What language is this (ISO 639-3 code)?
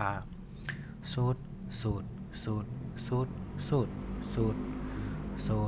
shn